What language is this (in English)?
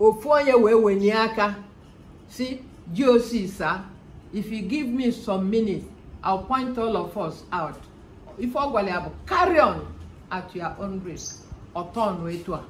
Igbo